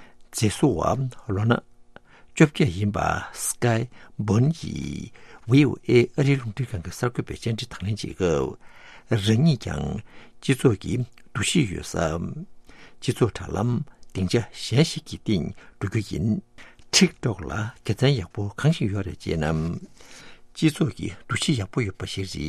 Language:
Tibetan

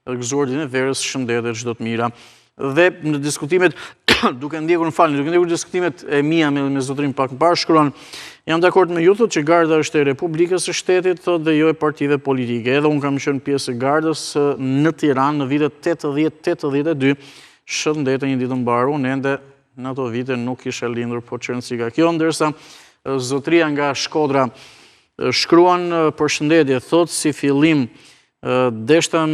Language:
Albanian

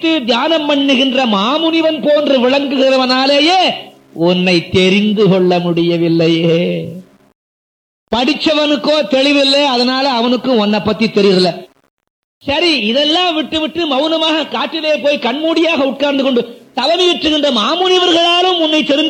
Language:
Tamil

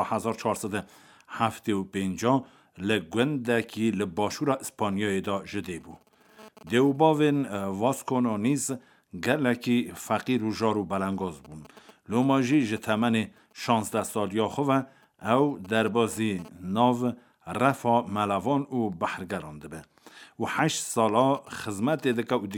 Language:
Kurdish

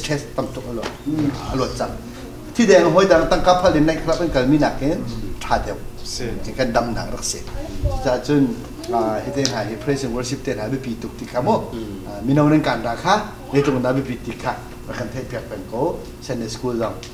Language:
Hakha Chin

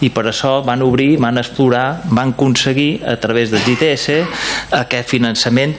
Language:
Catalan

